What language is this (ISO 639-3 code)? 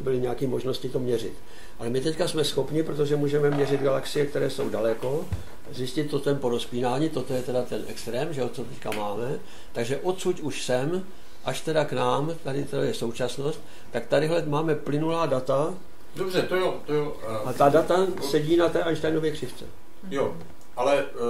ces